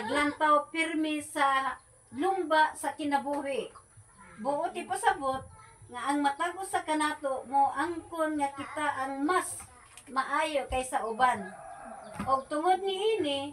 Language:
Cebuano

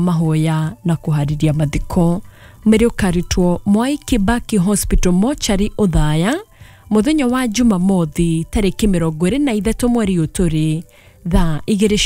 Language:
Kikuyu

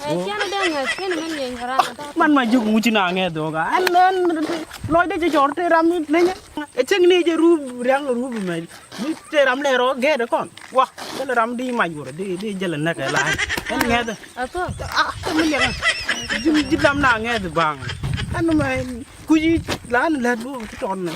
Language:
Nuer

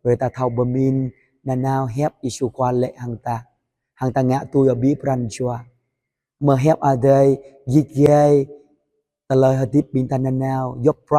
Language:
Jarai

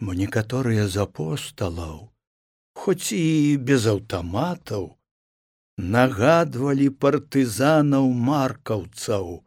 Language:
Belarusian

